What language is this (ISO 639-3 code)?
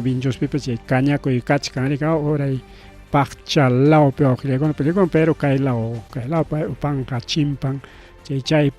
quy